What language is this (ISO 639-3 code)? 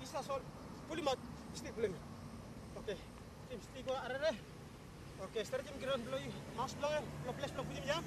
tpi